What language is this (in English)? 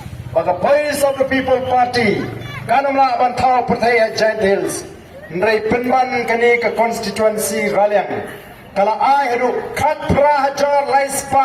Khasi